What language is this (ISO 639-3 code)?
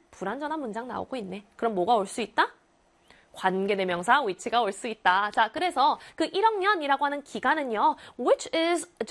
kor